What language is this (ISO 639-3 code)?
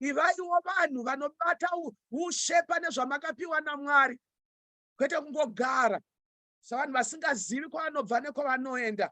sna